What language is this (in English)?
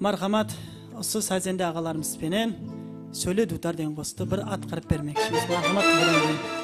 Kara-Kalpak